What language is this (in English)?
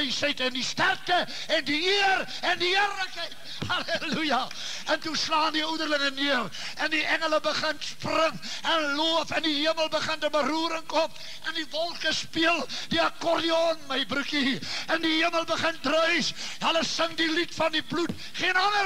Afrikaans